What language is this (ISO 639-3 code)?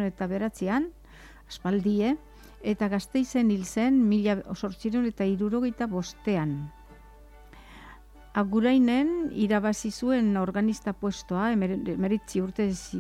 eus